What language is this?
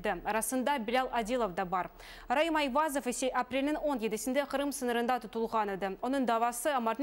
Crimean Tatar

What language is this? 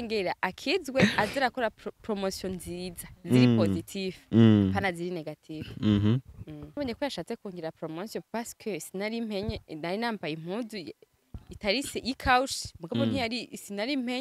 Rundi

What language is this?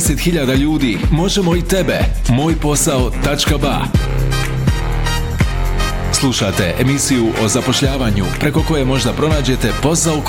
Bosnian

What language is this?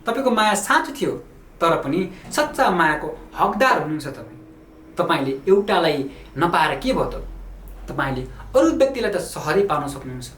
Nepali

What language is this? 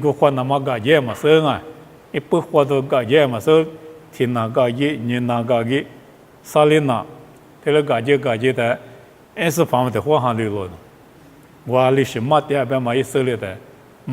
Lisu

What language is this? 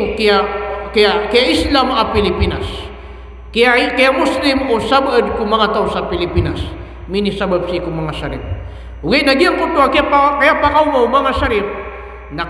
Maranao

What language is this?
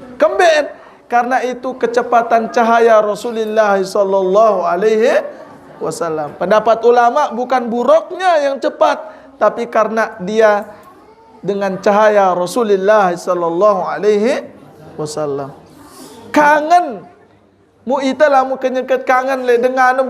Sasak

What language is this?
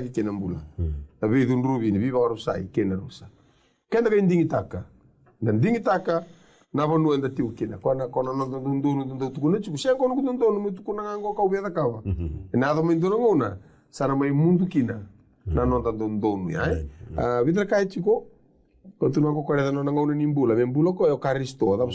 Fijian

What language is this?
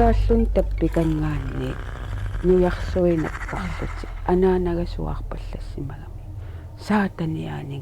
Kalaallisut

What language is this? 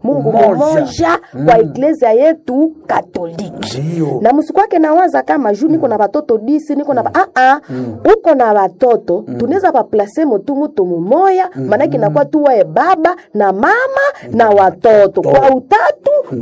Swahili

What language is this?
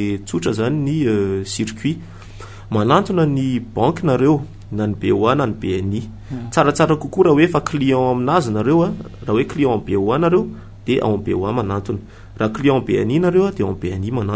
Malagasy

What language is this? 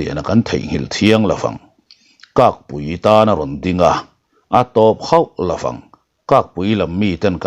Mizo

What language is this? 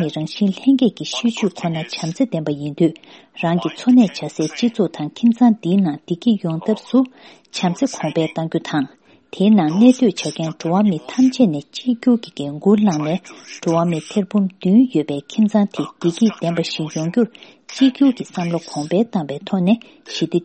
Tibetan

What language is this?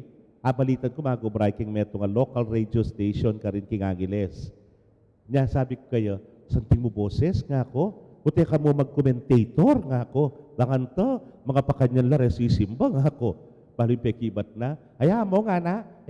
Pampanga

